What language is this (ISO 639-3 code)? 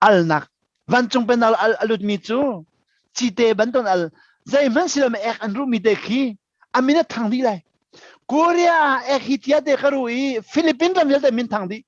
cnh